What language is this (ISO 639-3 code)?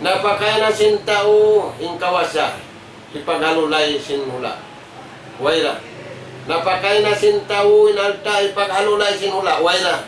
tsg